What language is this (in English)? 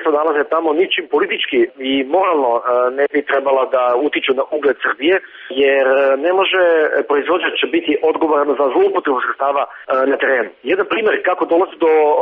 Serbian